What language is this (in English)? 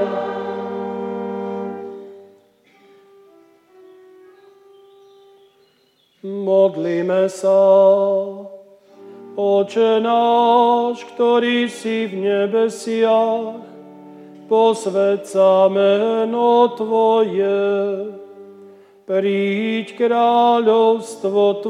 Slovak